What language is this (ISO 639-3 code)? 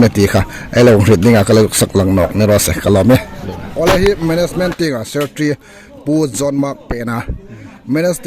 hmr